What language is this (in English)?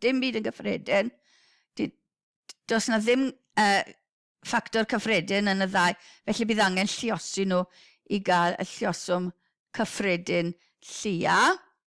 Welsh